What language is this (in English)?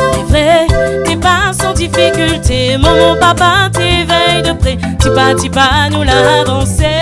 Réunion Creole French